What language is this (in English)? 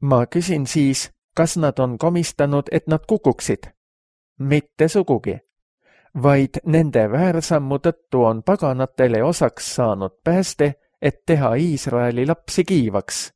Estonian